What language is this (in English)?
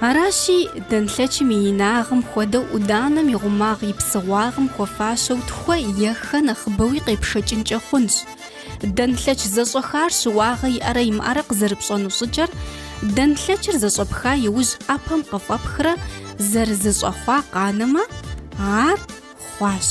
Kabardian